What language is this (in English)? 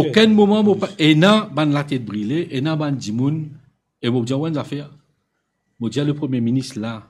Morisyen